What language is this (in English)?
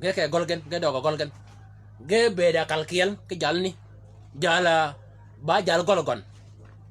Shilluk